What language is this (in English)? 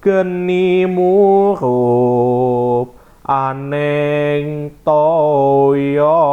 Javanese